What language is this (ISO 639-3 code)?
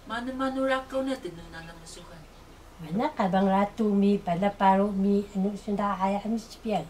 trv